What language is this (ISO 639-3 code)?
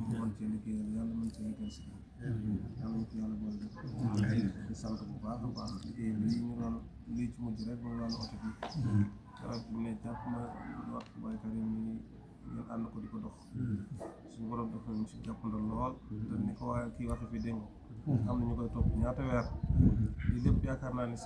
wol